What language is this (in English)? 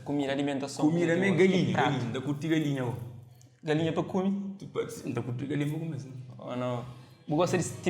Kabuverdianu